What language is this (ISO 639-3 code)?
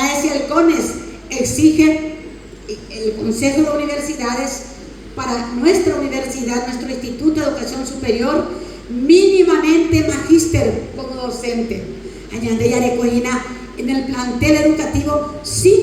grn